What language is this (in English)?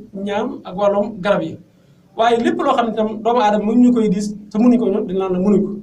Wolof